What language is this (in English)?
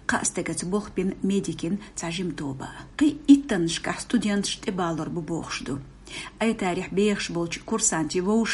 Chechen